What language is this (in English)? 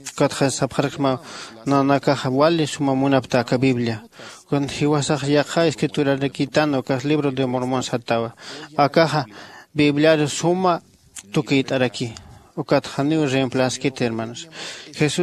Aymara